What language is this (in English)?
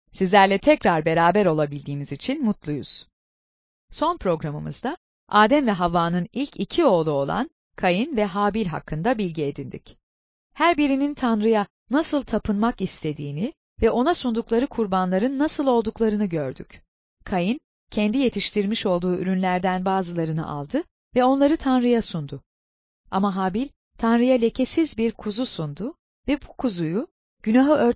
Turkish